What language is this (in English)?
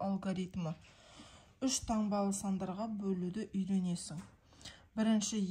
Kazakh